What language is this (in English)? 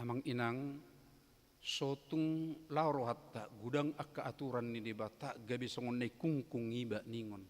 Batak Toba